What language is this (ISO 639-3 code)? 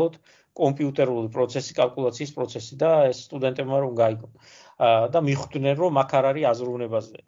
kat